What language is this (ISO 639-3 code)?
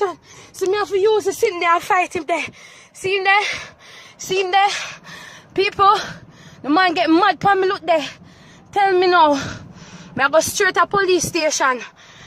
jam